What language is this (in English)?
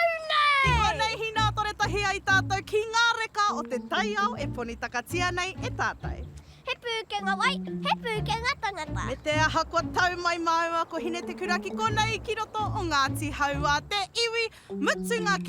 Māori